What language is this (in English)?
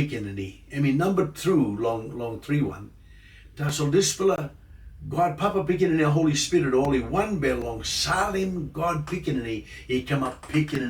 Tok Pisin